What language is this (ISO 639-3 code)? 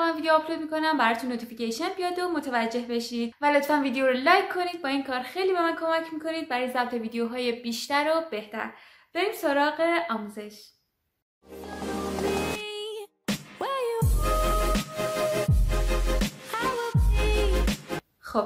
fas